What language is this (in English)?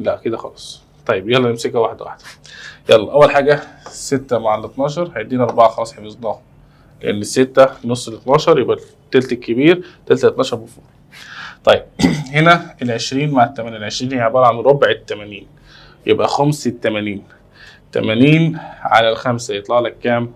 Egyptian Arabic